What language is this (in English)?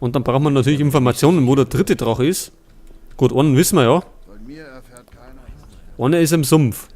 Bavarian